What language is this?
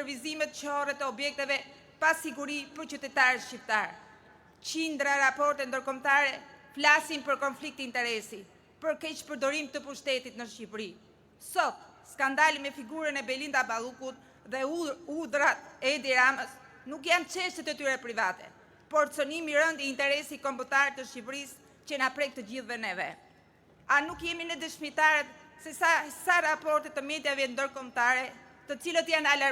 Albanian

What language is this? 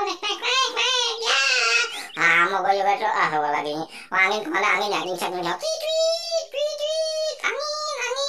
Betawi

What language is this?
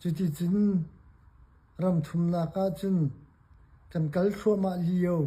Hakha Chin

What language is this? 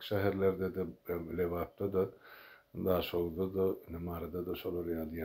Turkmen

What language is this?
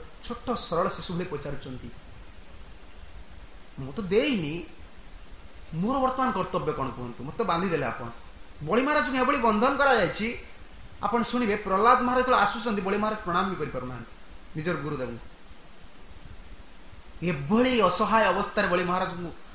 Odia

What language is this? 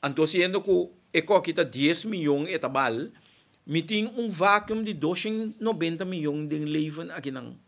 Papiamento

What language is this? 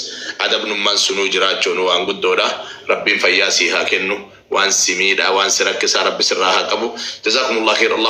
Oromo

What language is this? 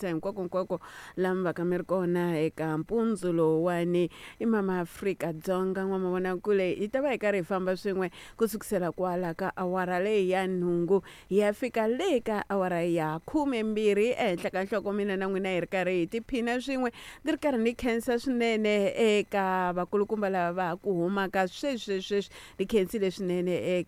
Tsonga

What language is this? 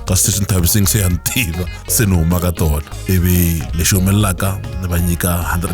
Tsonga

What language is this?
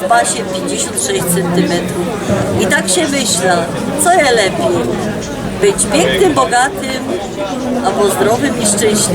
Silesian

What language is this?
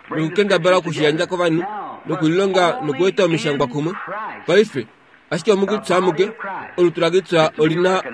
Kuanyama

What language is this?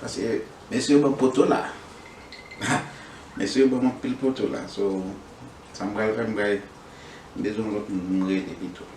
Haitian Creole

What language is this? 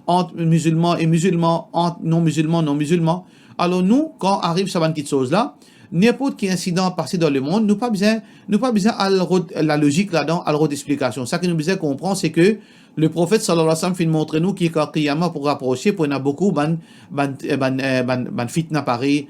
Morisyen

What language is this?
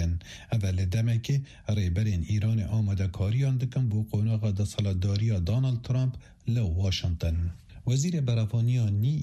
Kurdish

